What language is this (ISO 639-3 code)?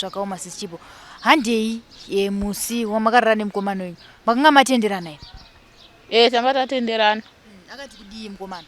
sna